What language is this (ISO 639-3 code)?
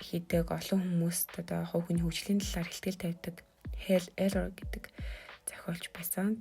mon